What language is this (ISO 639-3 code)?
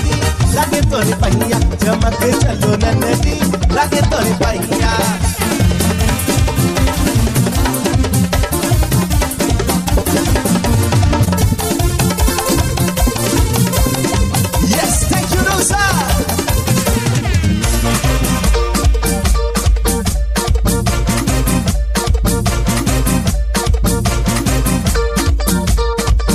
bho